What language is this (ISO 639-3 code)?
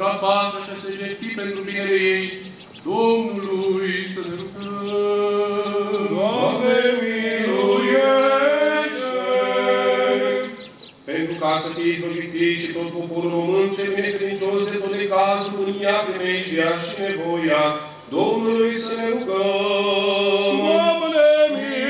ron